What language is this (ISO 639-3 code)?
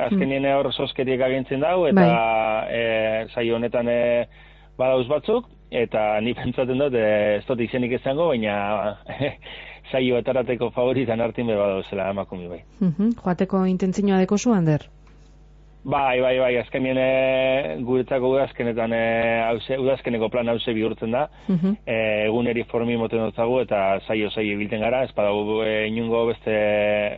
eus